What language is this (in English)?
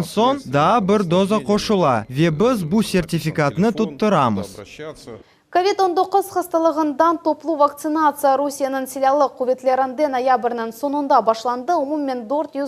Crimean Tatar